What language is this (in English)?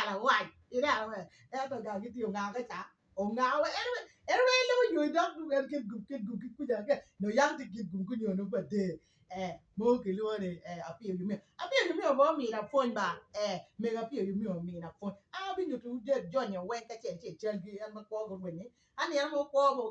Acoli